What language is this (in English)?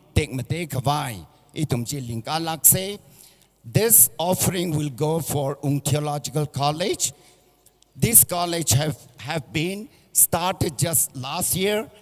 Tangkhul Naga (India)